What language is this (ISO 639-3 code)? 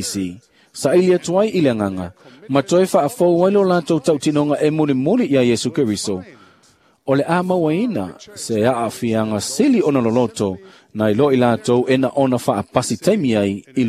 smo